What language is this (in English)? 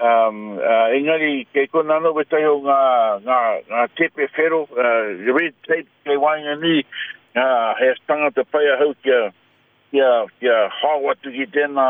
Māori